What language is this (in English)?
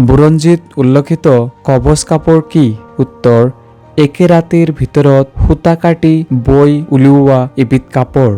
Assamese